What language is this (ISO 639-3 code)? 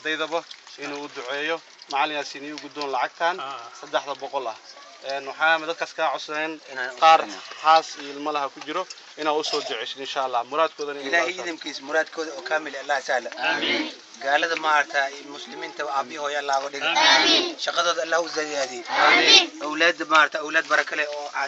som